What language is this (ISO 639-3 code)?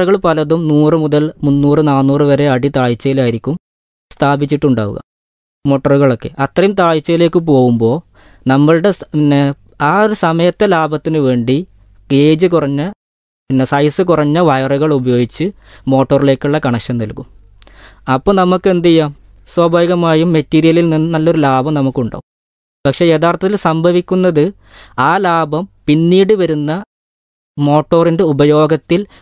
mal